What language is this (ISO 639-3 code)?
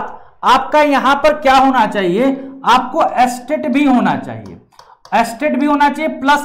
hin